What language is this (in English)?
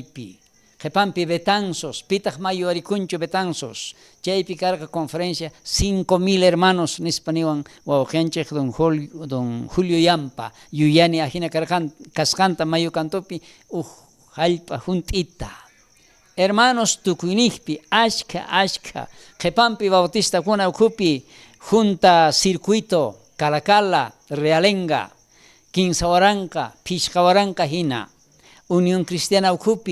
South Bolivian Quechua